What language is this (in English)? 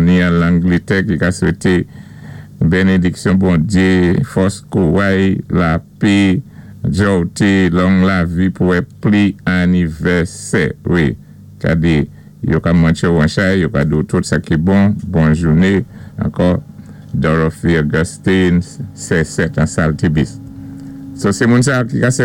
Saint Lucian Creole French